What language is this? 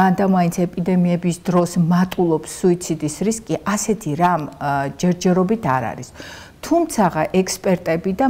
Georgian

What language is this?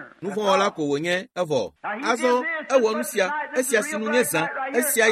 Ewe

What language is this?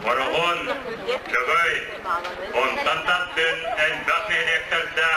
Yakut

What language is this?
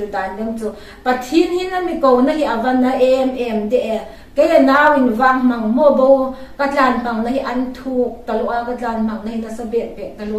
Hmar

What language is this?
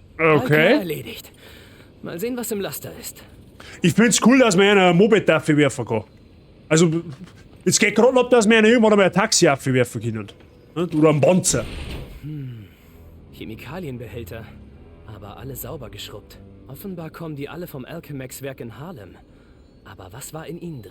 Bavarian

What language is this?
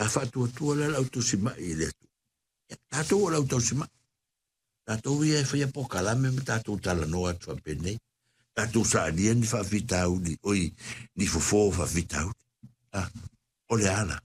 Samoan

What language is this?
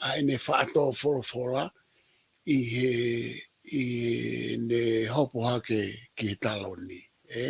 Tongan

